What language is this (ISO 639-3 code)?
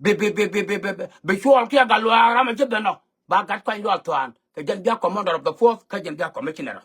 nus